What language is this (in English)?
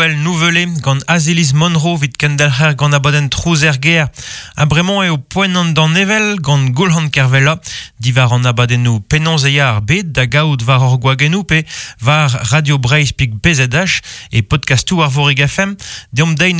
Breton